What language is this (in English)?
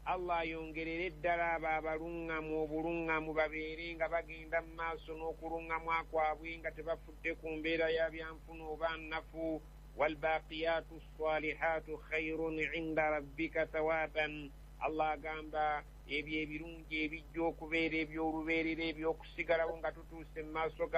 Ganda